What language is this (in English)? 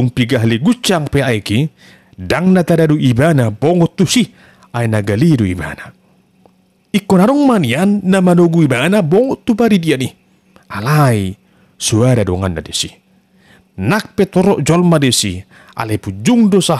Batak Toba